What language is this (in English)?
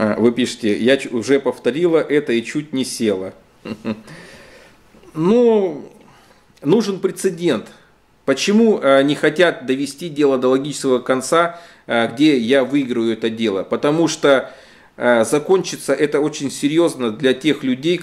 Russian